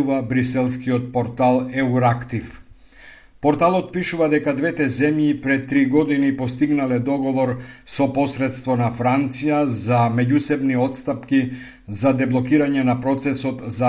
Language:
Macedonian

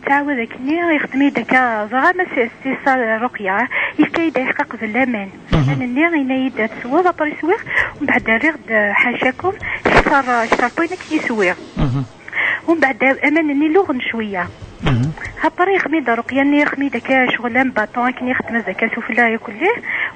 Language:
Kabyle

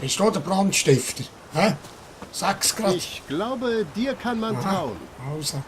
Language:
Swiss German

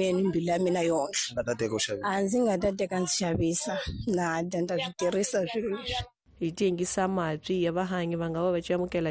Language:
Tsonga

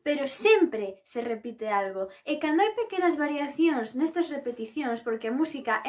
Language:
Galician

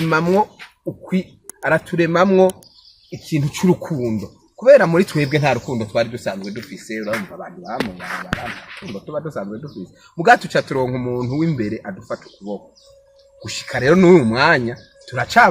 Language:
Rundi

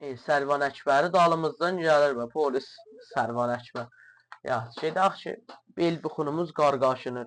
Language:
South Azerbaijani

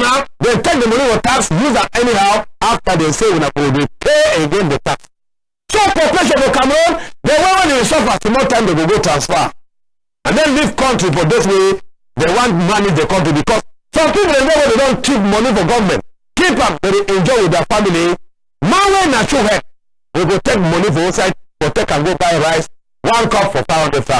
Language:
Cameroon Pidgin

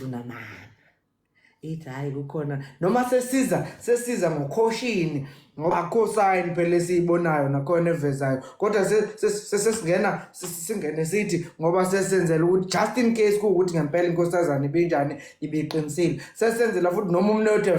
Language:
Zulu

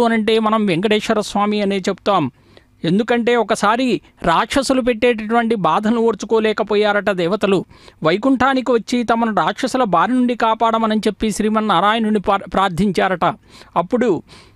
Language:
Telugu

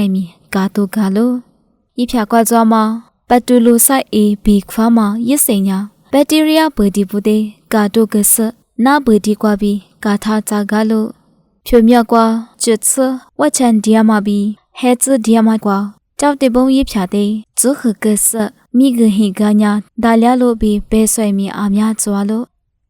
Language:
Lisu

